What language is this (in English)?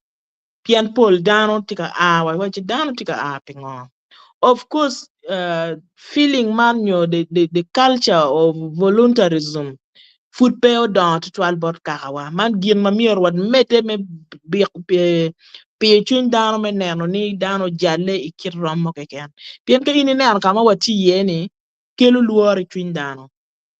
Acoli